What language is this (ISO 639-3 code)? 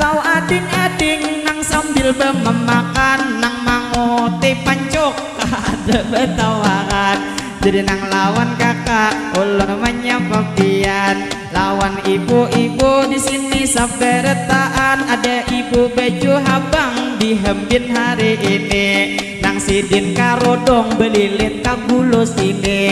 bjn